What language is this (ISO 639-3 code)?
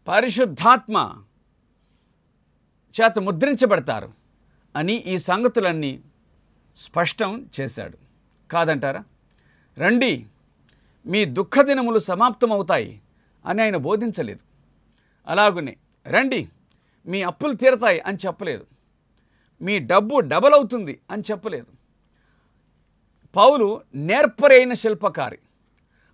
tel